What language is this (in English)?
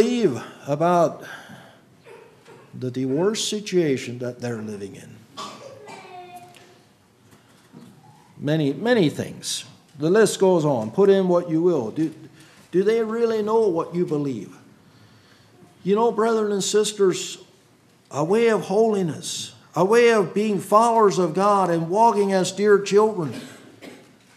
English